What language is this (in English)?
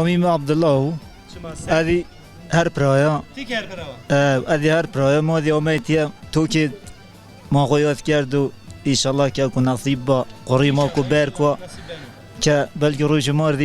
Zaza